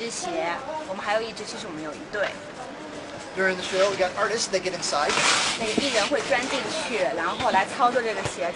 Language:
Chinese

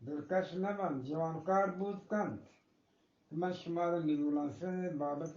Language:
Eastern Balochi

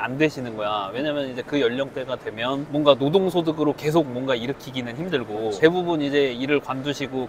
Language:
Korean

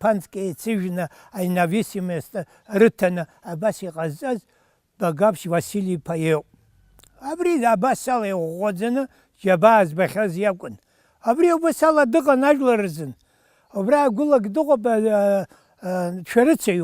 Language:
Abkhazian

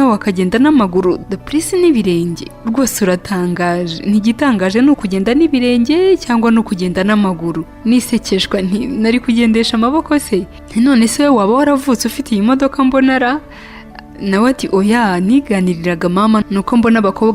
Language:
Kinyarwanda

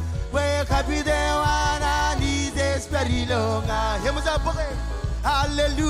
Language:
Marshallese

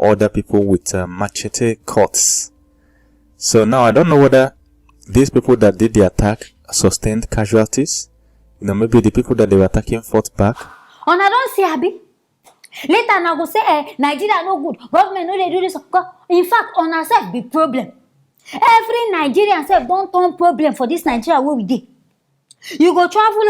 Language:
Nigerian Pidgin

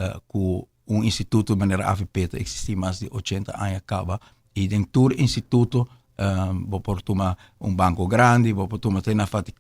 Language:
Papiamento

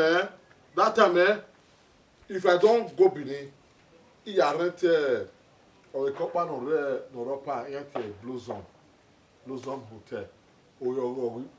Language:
Bini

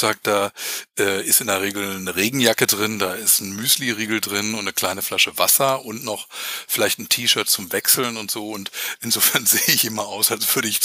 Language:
German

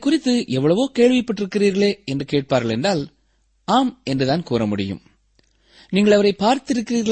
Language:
Tamil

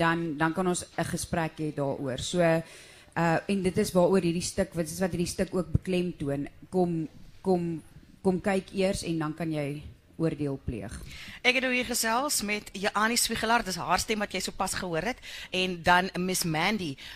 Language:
Afrikaans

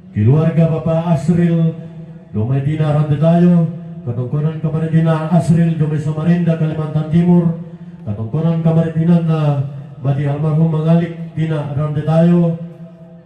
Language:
Toraja-Sa'dan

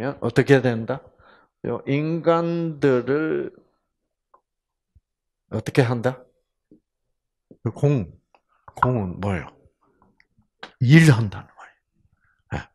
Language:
Korean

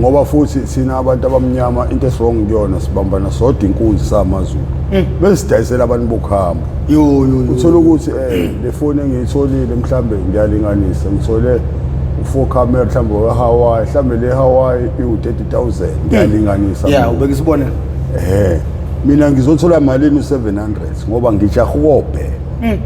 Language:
Zulu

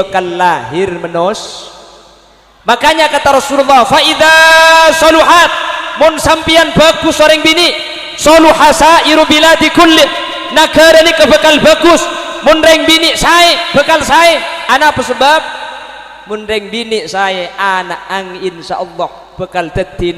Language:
Madurese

